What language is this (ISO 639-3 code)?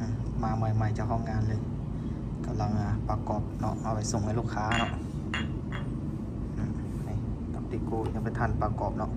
lao